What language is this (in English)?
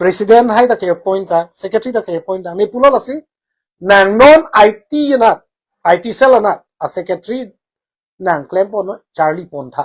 Karbi